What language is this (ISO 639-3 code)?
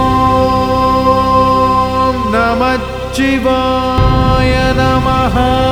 tam